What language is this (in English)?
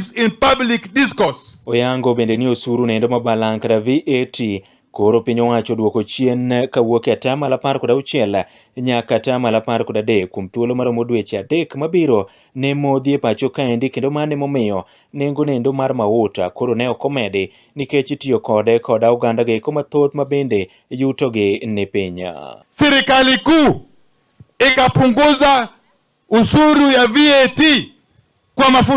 Luo (Kenya and Tanzania)